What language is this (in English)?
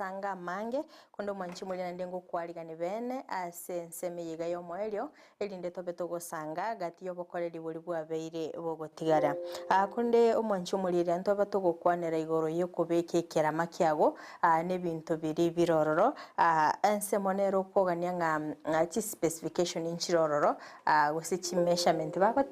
Gusii